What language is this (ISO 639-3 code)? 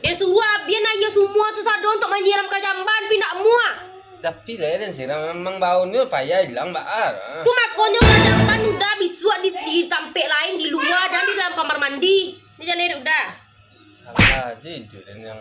min